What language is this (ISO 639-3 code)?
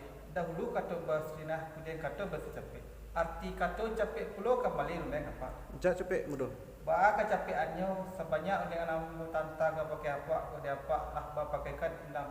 min